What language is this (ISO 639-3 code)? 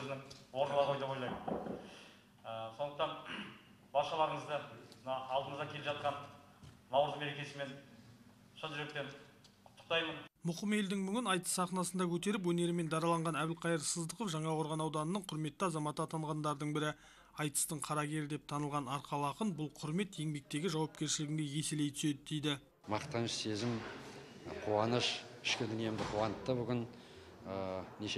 kaz